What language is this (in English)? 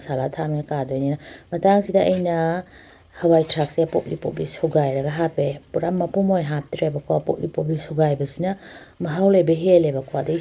Manipuri